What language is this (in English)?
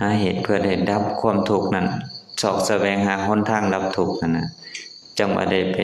Lao